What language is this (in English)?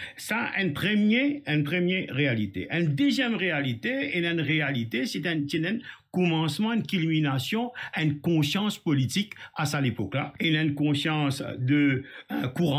Morisyen